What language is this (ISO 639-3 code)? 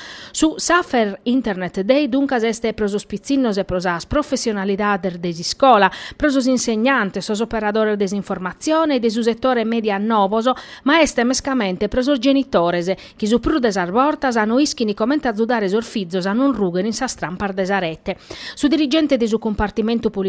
srd